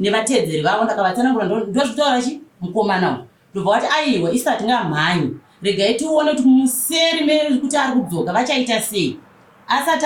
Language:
Shona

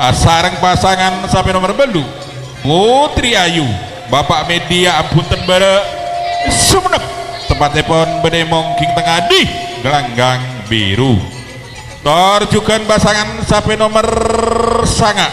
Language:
Madurese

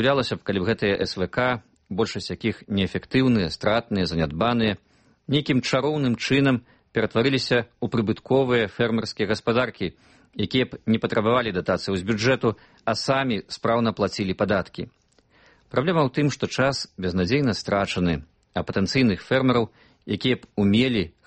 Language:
Belarusian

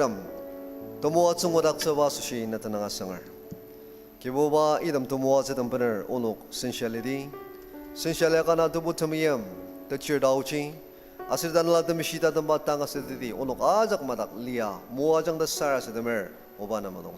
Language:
Ao Naga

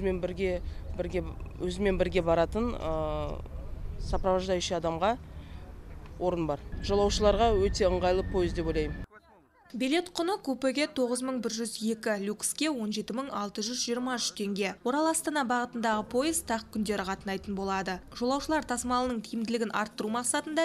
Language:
Kazakh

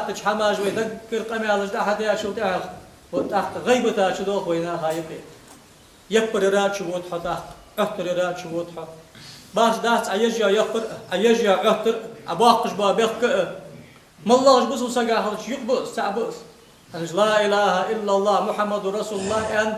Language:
Ingush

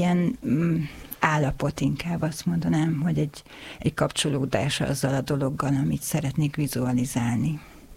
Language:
Hungarian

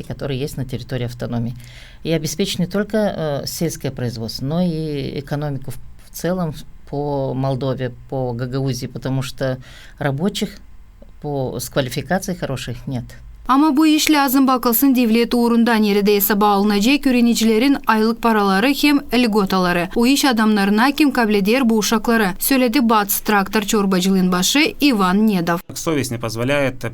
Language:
Gagauz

